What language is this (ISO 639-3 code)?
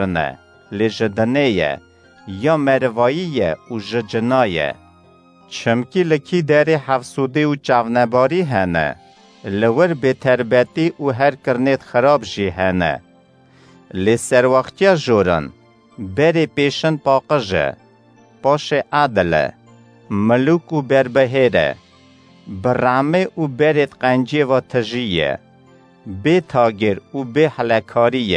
kur